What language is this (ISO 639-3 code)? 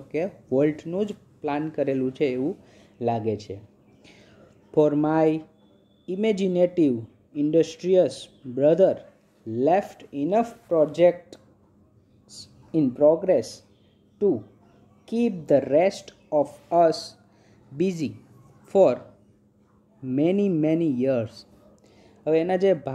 guj